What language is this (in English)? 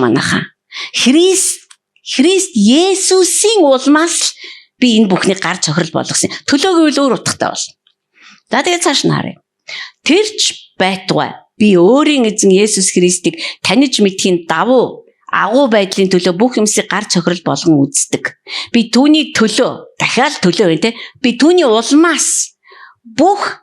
Mongolian